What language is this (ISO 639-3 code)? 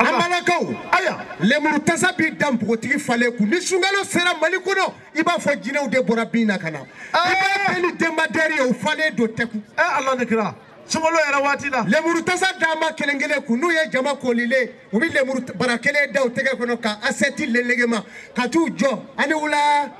bam